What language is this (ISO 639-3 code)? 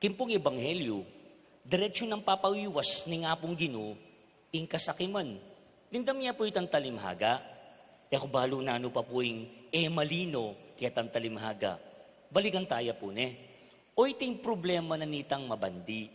pam